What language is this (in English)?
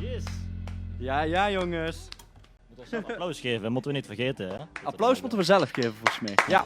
Limburgish